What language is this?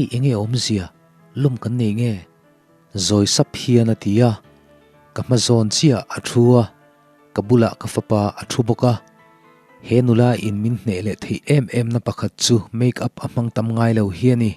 Mizo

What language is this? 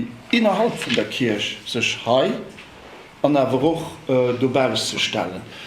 Luxembourgish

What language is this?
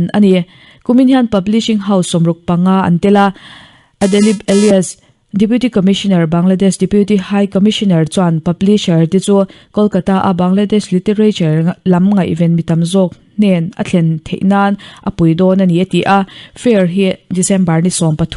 Mizo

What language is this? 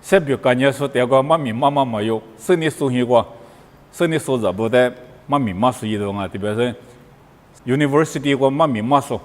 Lisu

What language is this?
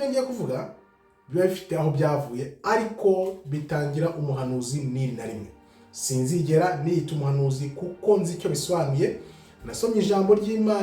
Kinyarwanda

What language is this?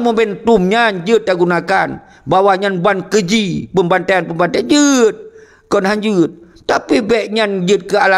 Achinese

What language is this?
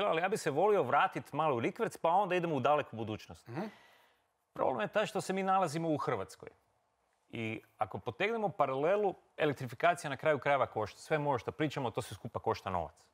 Croatian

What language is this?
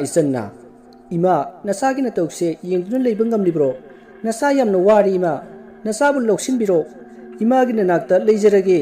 Manipuri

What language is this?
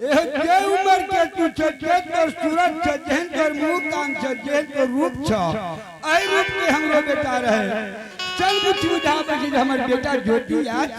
Angika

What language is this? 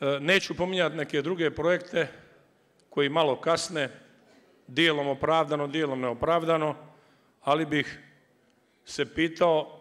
Serbian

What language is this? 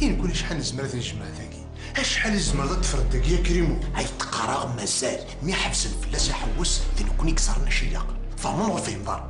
Kabyle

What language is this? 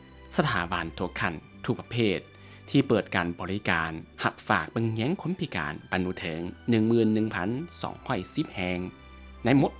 Lao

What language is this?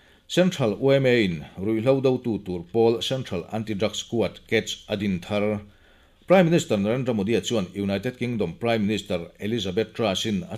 Mizo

